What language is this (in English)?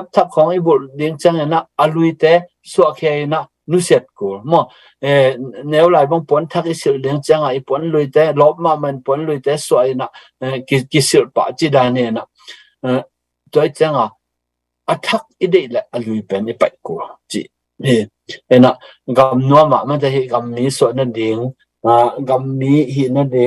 Tedim Chin